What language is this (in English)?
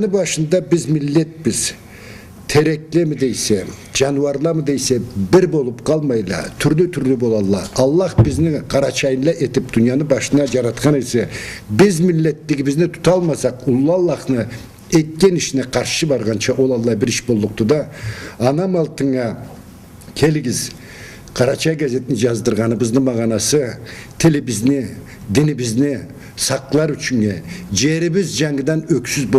Karachay-Balkar